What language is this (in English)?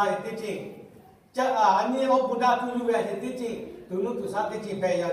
Lahu